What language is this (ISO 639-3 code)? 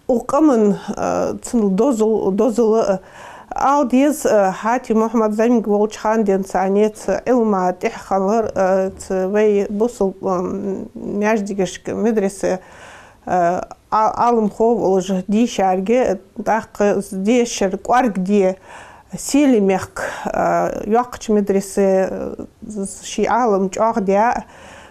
inh